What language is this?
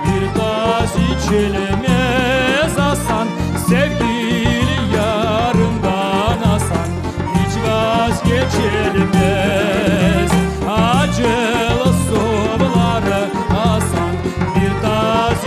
Crimean Tatar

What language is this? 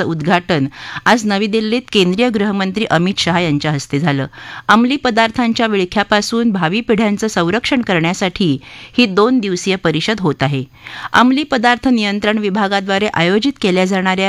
Marathi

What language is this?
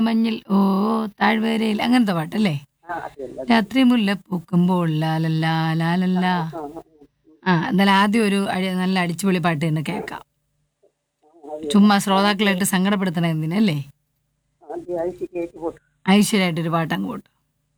Malayalam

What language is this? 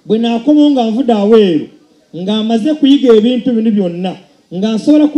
Ganda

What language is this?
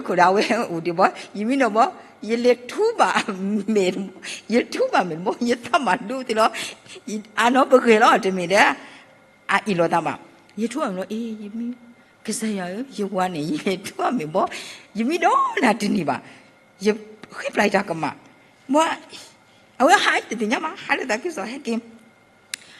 S'gaw Karen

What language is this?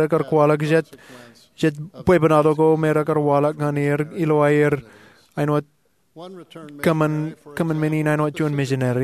Marshallese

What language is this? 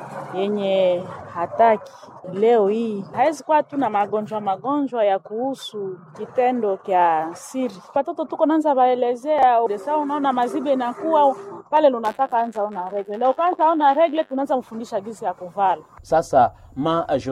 Swahili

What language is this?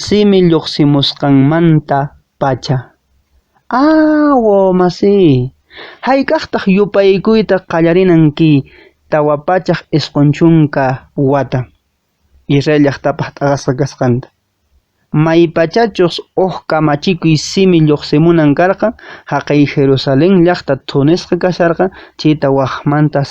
Quechua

